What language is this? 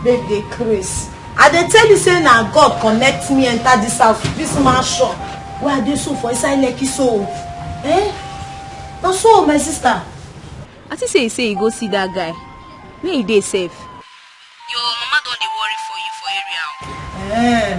Nigerian Pidgin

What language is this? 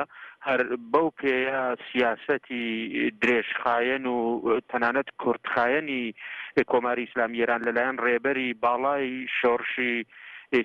Central Kurdish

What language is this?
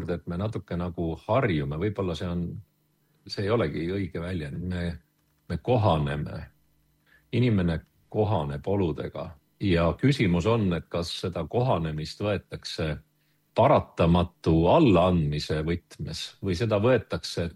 Estonian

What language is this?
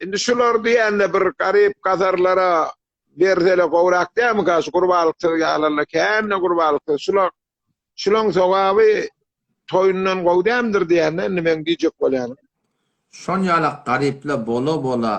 Turkmen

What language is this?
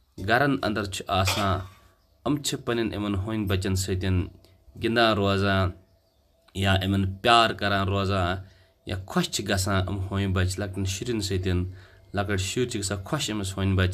Kashmiri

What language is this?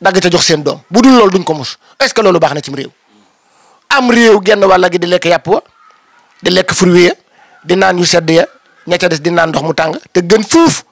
Wolof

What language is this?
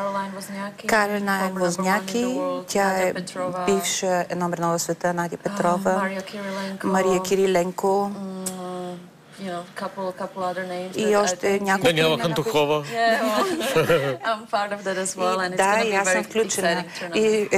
Bulgarian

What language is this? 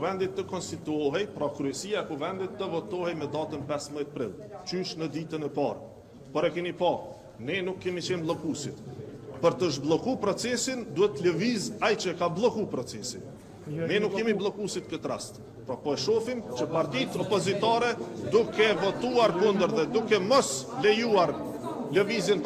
Albanian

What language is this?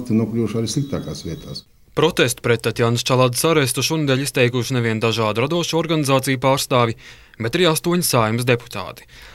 Latvian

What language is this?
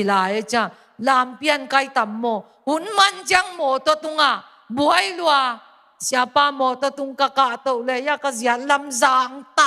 Tedim Chin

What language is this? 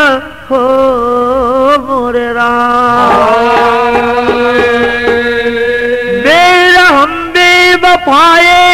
Bhojpuri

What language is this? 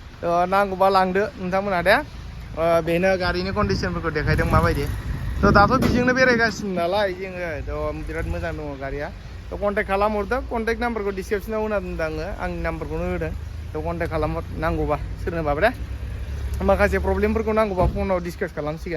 Bodo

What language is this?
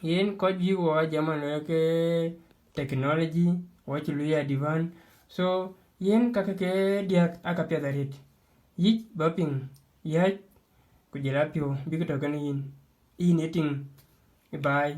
Dinka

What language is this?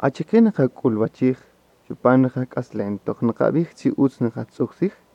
Kaqchikel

